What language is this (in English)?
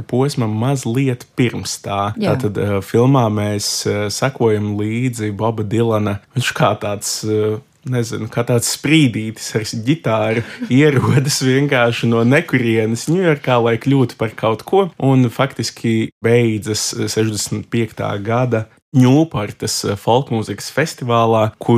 Latvian